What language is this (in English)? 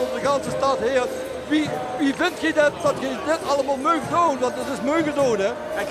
Limburgish